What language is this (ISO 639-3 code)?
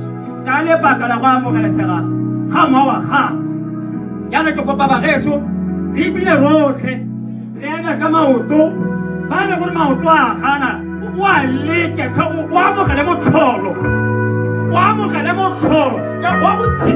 tsn